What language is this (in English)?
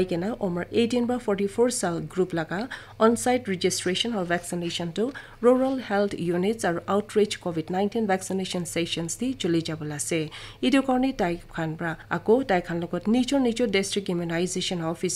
Naga Pidgin